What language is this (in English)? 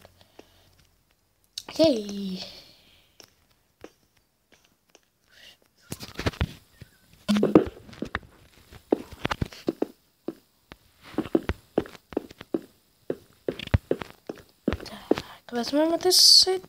Czech